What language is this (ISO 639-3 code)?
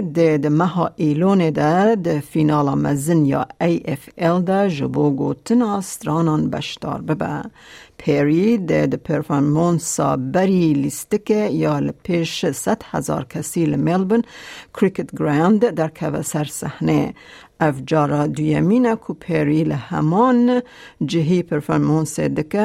kur